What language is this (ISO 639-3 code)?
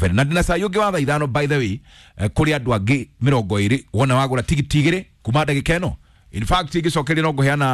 kik